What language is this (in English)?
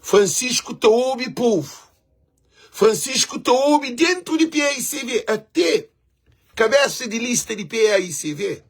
Kabuverdianu